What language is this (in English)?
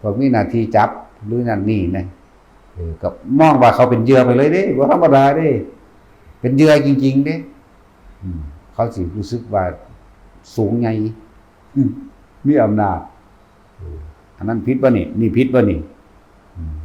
Northeastern Thai